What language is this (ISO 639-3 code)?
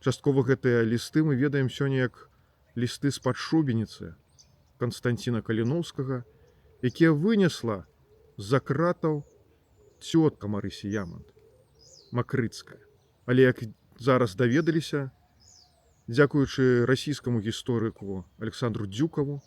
bel